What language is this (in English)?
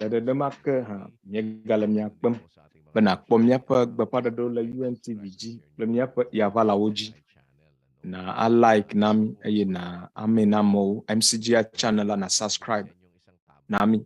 Ewe